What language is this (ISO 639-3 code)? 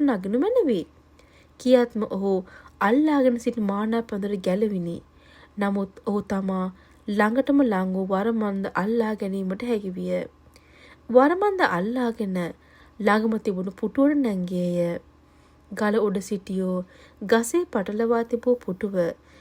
sin